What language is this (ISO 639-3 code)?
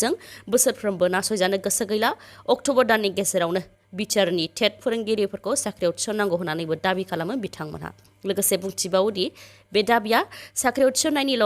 brx